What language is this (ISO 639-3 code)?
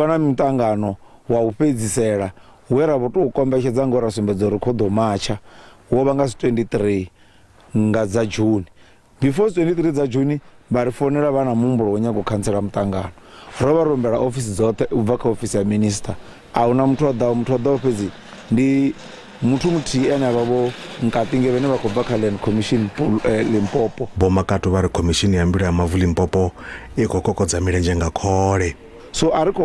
ven